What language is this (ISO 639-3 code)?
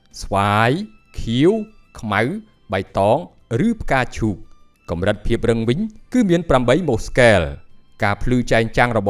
khm